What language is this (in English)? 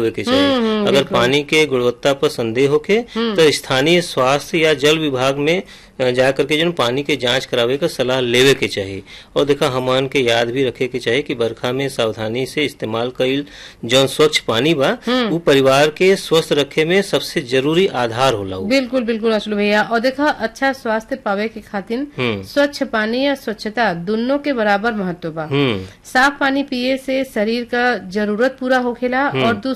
Bhojpuri